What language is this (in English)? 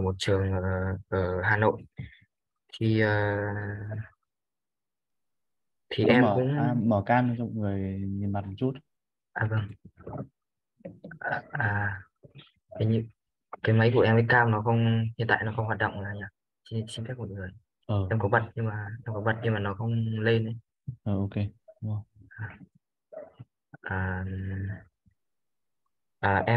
Vietnamese